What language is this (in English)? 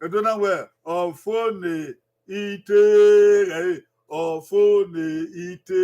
Bini